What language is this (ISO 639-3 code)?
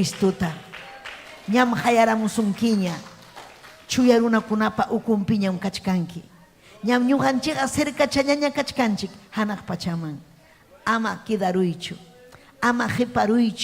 quy